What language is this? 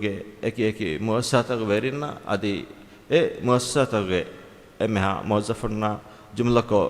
Divehi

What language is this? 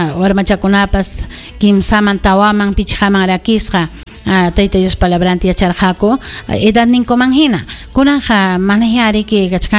Ayacucho Quechua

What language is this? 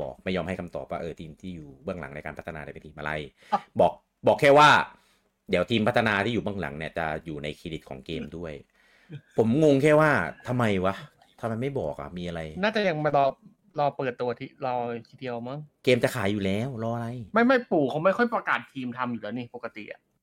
Thai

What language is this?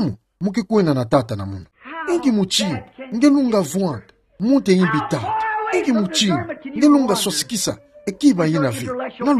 Kituba (Democratic Republic of Congo)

